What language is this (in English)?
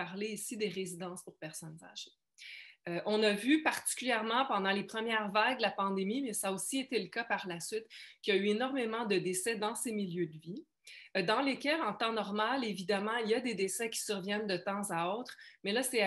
French